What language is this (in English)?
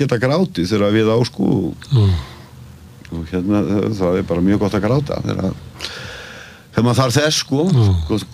Icelandic